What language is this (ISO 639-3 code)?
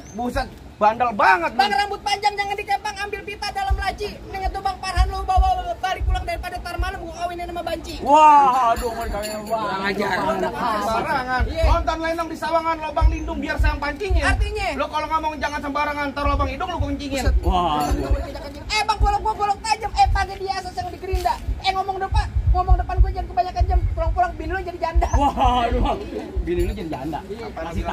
bew